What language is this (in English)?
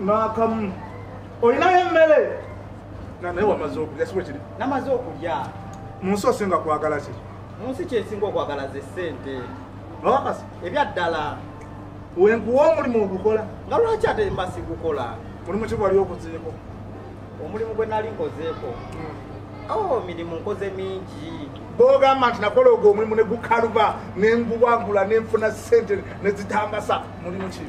Ganda